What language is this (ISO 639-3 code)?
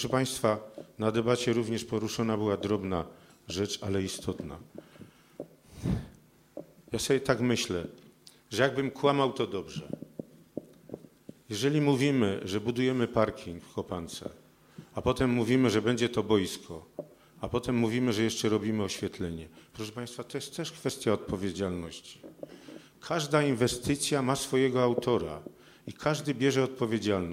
pol